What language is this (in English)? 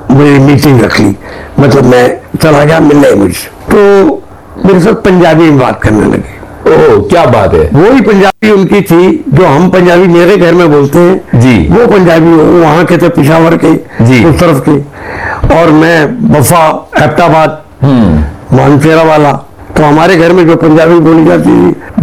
Hindi